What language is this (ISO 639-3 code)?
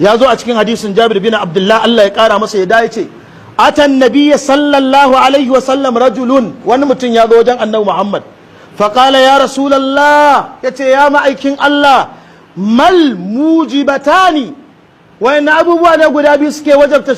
hau